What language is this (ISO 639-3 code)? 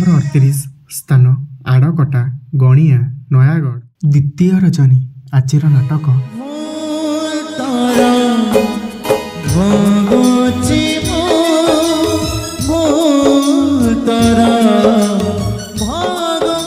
ori